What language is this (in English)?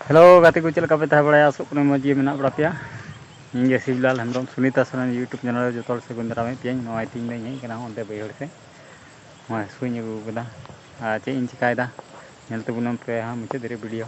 Santali